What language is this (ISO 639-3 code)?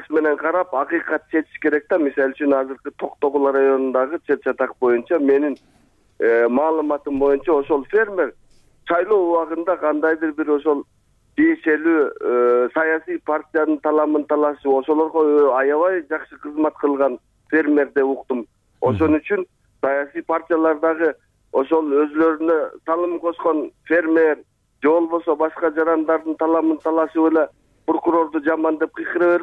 kir